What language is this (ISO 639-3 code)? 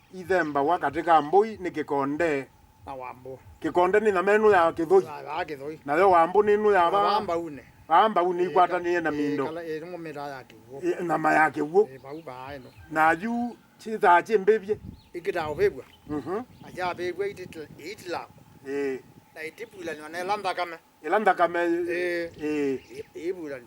kam